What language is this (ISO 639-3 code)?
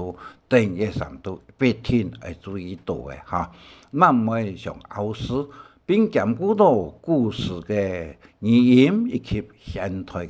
hak